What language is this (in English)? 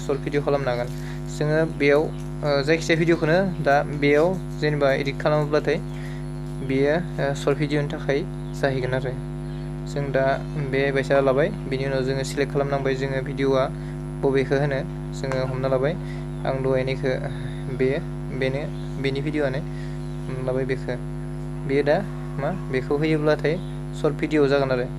Bodo